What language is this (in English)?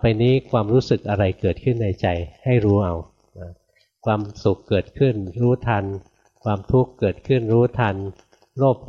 Thai